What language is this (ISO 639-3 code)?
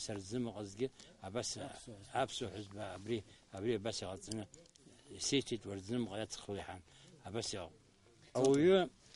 abk